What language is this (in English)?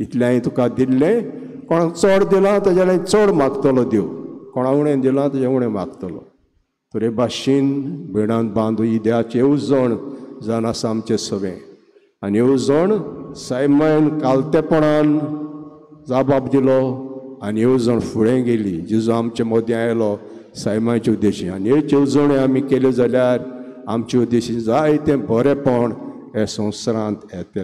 Konkani